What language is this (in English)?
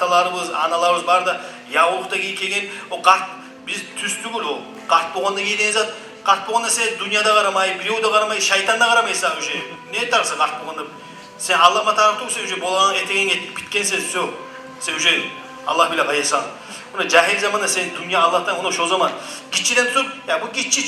Kumyk